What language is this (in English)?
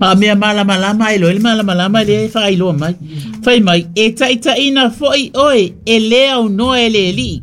Samoan